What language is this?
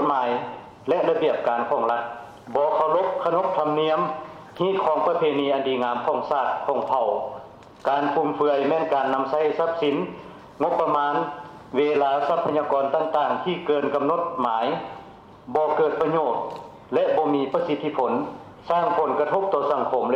Lao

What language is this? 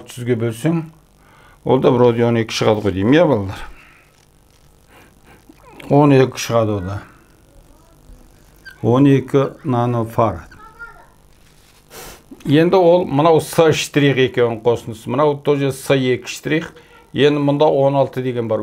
Kazakh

